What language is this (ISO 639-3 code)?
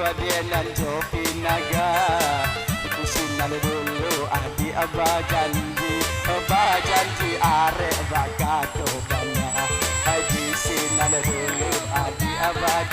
min